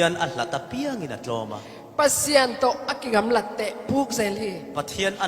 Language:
Falam Chin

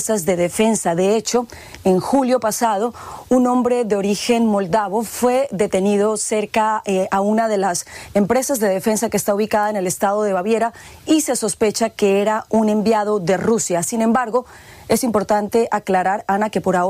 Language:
Spanish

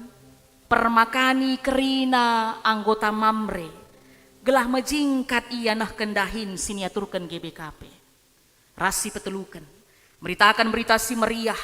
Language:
Batak Karo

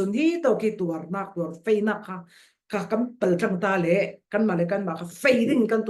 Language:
Falam Chin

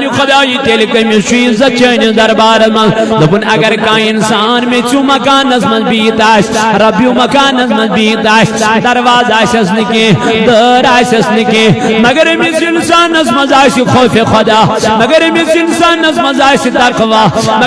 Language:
Kashmiri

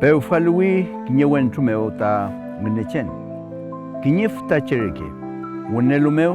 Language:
Mapuche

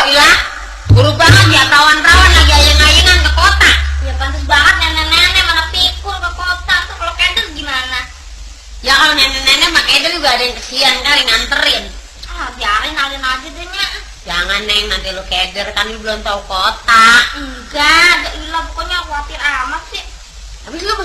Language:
Betawi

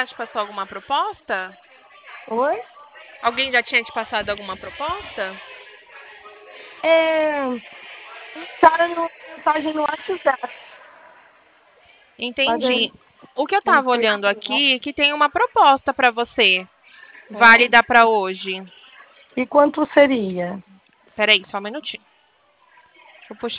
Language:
Portuguese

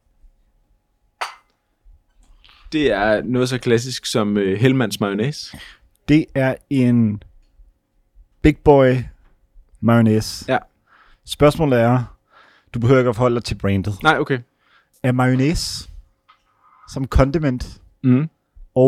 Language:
Danish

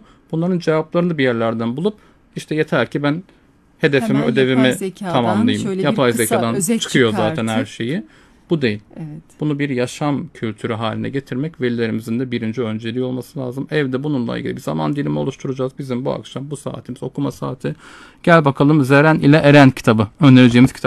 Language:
Turkish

